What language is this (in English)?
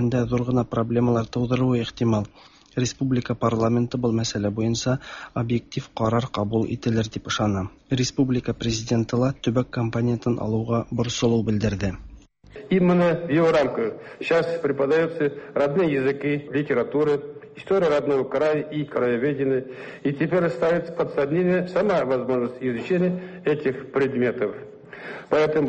Tatar